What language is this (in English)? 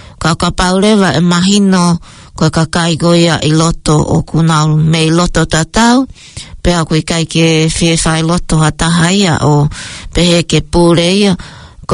Tongan